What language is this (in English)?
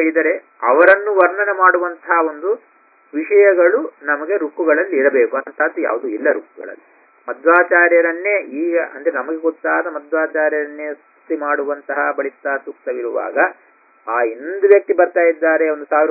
Kannada